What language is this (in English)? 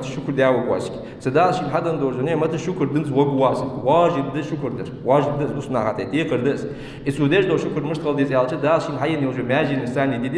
Ingush